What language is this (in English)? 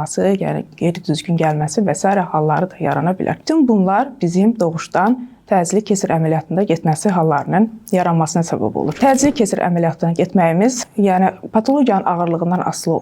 Azerbaijani